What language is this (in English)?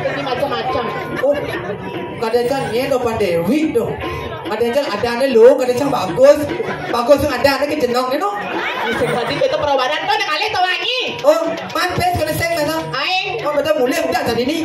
Balinese